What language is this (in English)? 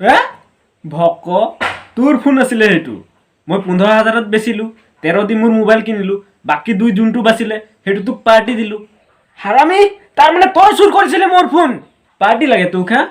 Assamese